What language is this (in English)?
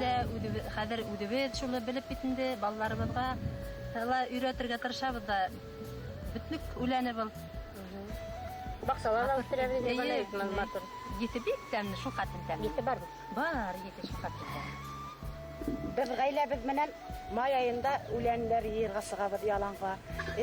Bashkir